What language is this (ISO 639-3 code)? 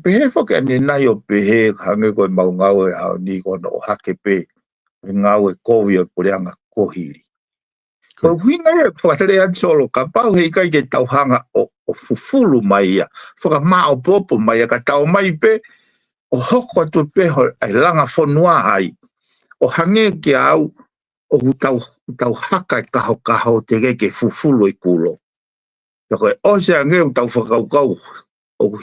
ton